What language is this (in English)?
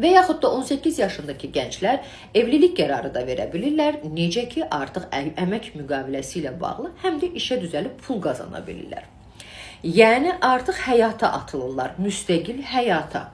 Azerbaijani